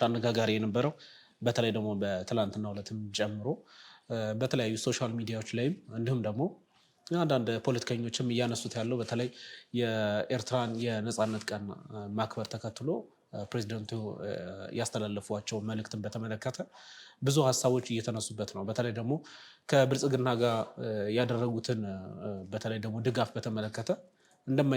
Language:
Amharic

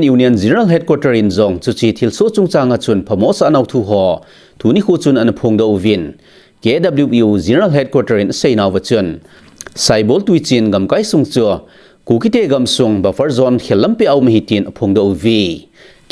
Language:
Thado Chin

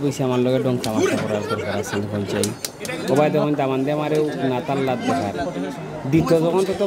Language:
Sylheti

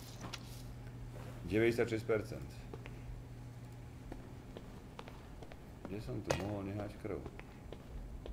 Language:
Slovak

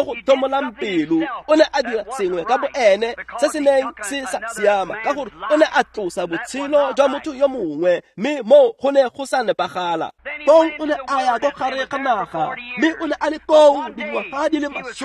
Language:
Tswana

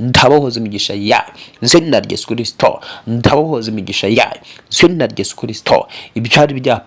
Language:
Kinyarwanda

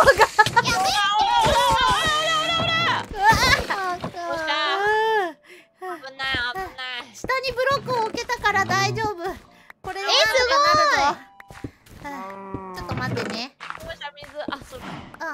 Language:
Japanese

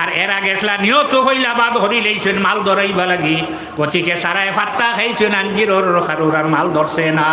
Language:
Sylheti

